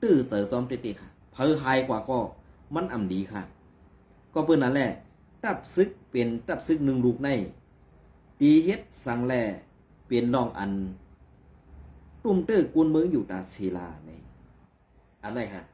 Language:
Shan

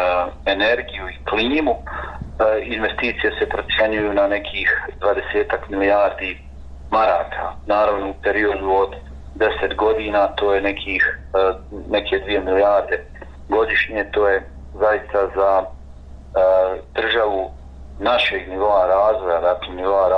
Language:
Bosnian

